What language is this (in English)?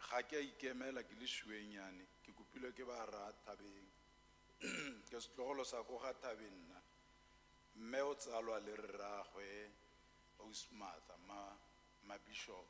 Tswana